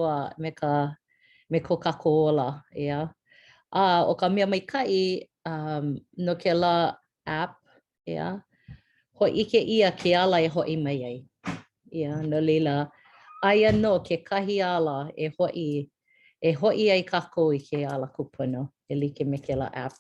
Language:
Hawaiian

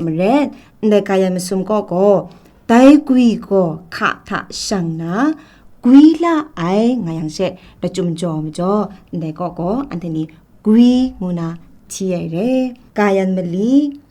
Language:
Kachin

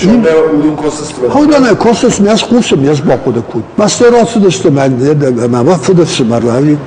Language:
Ossetic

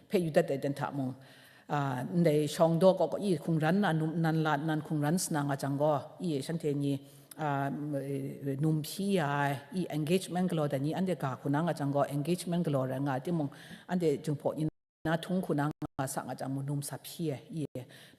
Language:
Kachin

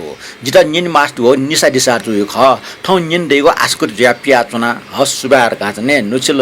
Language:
Newari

